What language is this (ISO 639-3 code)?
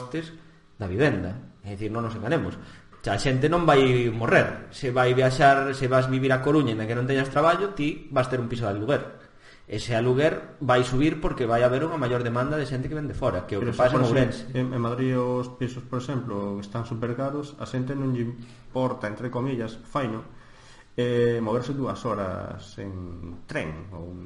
glg